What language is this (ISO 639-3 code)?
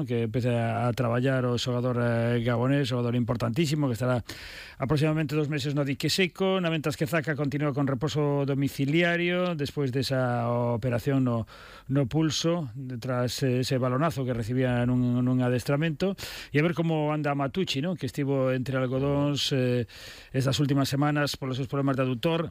glg